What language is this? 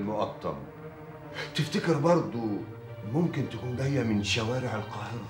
Egyptian Arabic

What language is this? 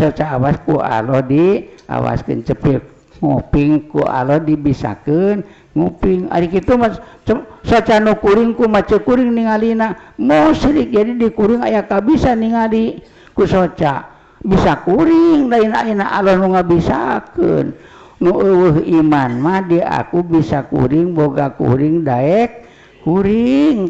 Sundanese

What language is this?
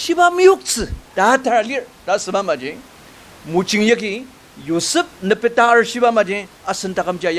Ao Naga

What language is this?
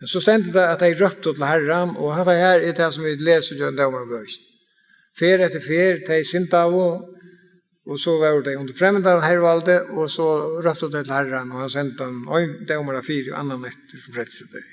Faroese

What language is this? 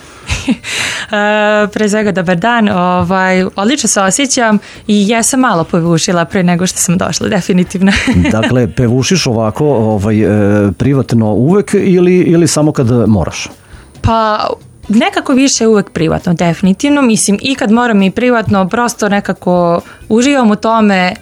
Serbian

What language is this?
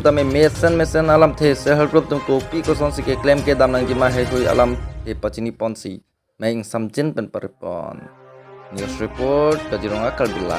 Karbi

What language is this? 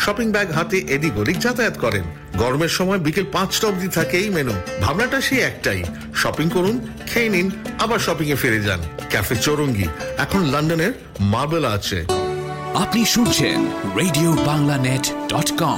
Bangla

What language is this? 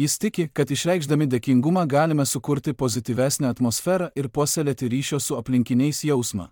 Lithuanian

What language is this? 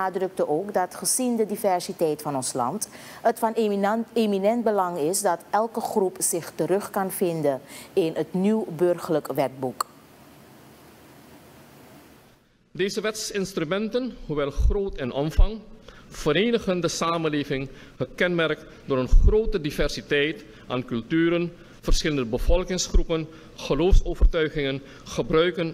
Dutch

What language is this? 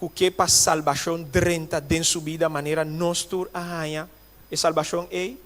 Papiamento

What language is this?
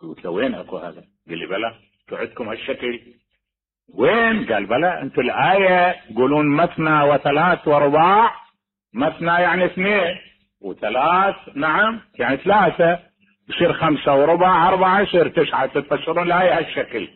Mesopotamian Arabic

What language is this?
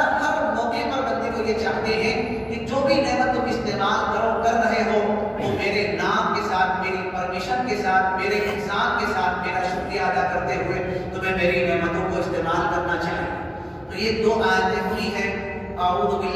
Urdu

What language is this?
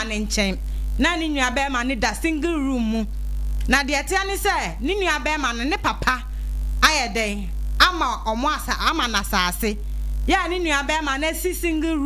Akan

